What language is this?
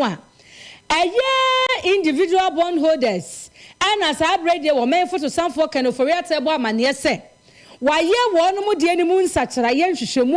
Akan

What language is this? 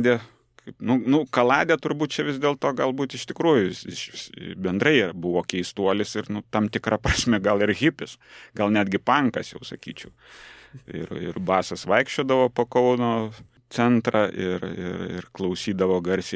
Lithuanian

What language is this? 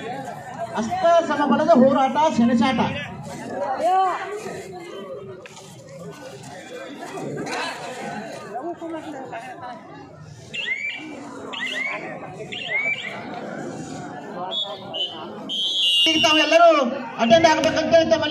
Kannada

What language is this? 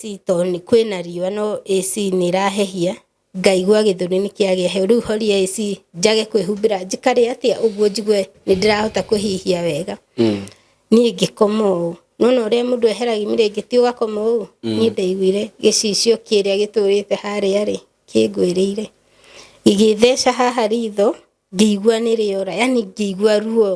Kikuyu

